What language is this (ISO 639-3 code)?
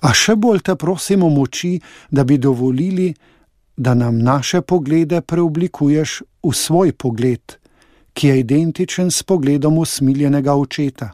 slv